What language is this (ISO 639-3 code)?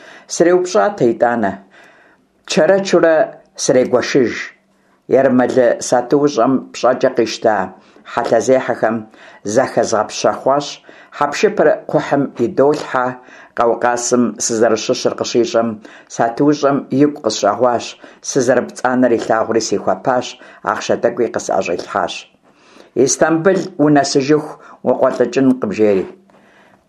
kbd